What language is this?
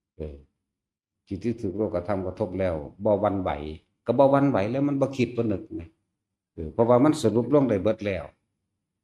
Northeastern Thai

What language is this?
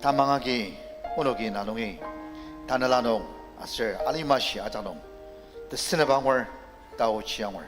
Ao Naga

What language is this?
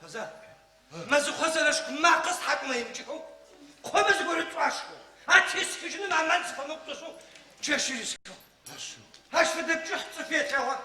Adyghe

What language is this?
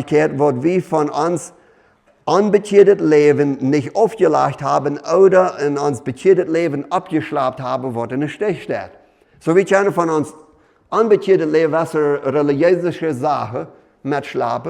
Plautdietsch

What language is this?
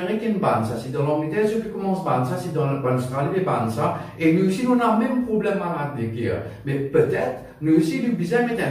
Morisyen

